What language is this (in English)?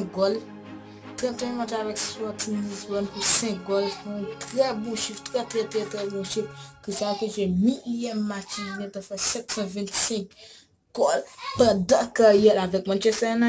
Haitian Creole